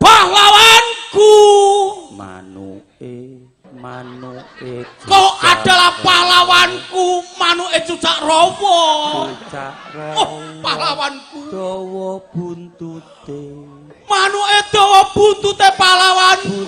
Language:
Javanese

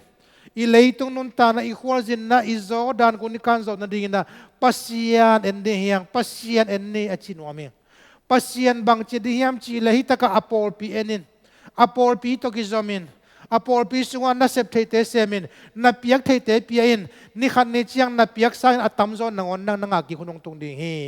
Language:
Tedim Chin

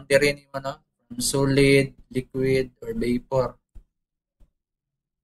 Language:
Cebuano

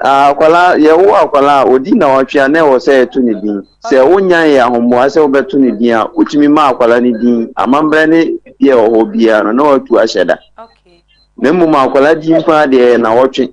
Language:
Akan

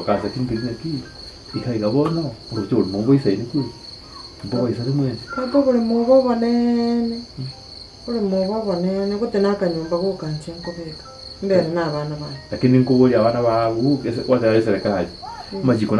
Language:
Gusii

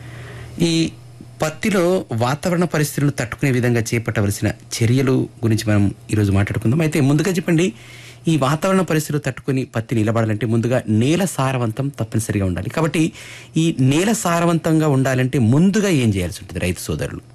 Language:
Telugu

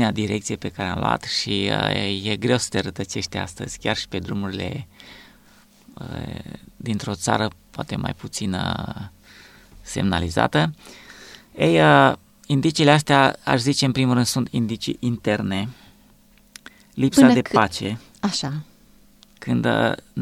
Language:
Romanian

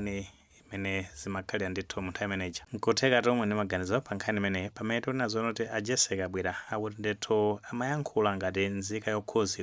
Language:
Nyanja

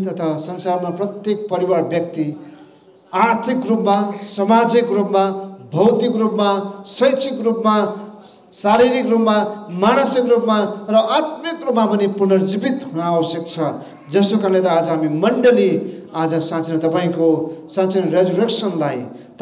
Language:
Nepali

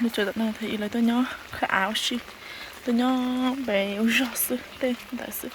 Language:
Hmong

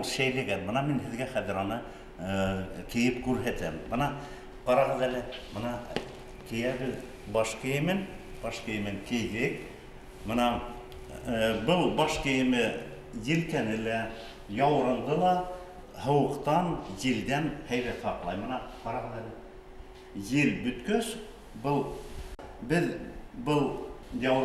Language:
Bashkir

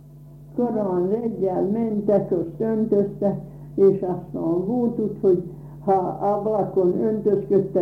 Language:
Hungarian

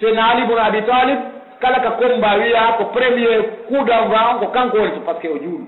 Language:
Pular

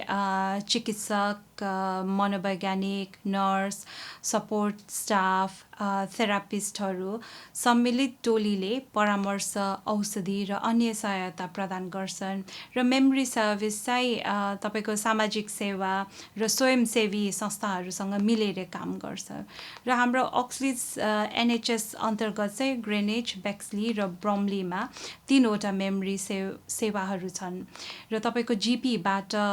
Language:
Nepali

